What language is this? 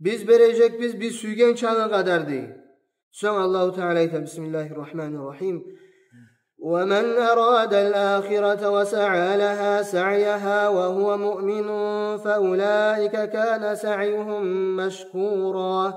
Kumyk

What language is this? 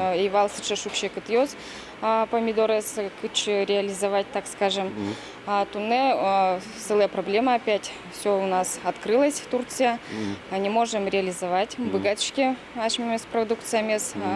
Udmurt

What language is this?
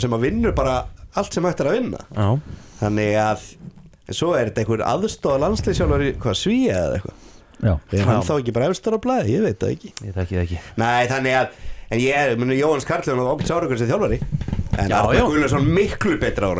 Icelandic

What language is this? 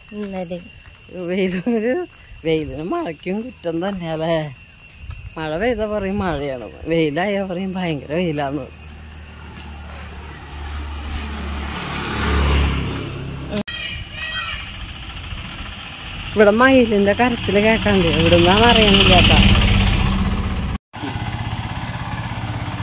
Malayalam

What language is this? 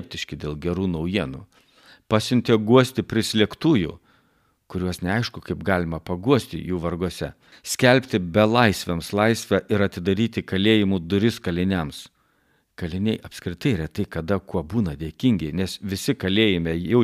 Lithuanian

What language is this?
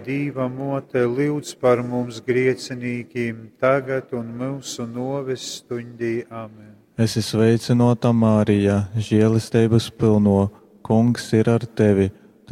Latgalian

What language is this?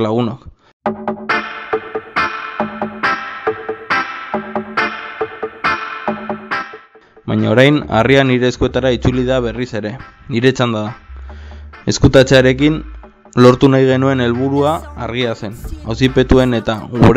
Basque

